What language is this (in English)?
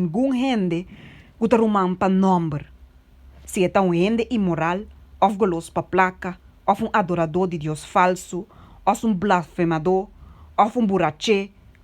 Papiamento